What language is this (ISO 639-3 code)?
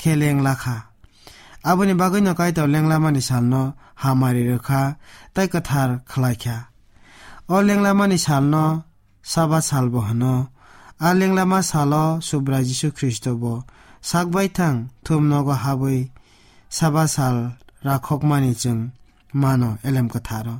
trp